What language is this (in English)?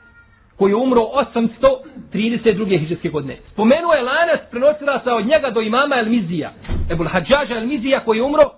Bosnian